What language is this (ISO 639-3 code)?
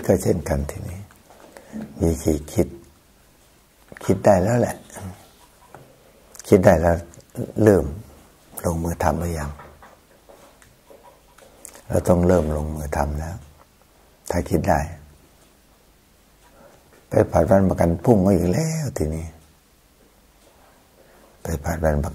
tha